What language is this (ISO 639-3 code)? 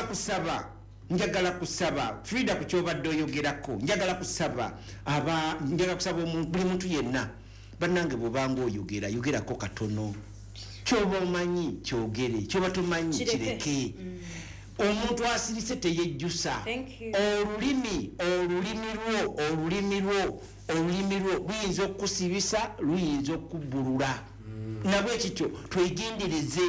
lug